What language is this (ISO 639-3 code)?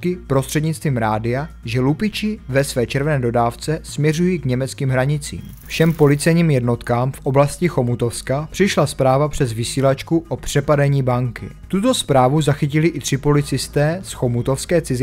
ces